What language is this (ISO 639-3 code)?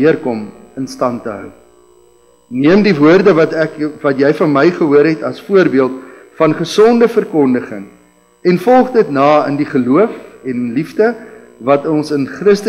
afr